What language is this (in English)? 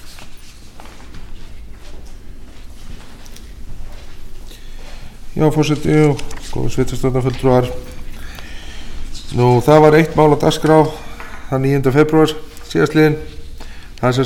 Icelandic